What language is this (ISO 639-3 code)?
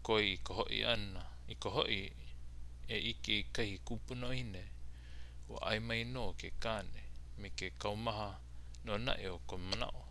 haw